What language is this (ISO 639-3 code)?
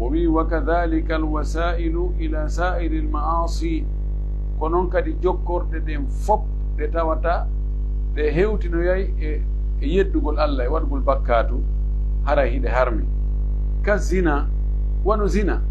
fuf